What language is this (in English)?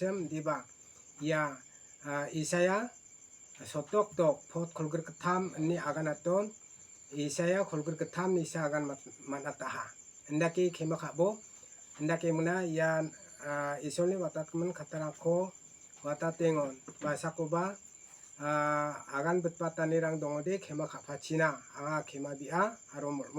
Garo